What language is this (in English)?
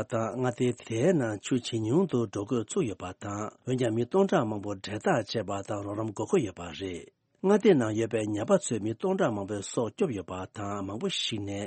Tibetan